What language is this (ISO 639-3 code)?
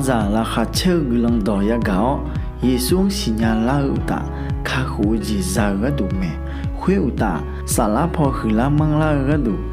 ahk